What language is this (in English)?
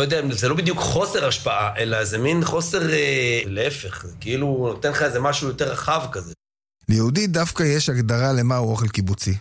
Hebrew